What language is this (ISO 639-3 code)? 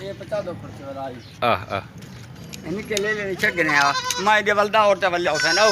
skr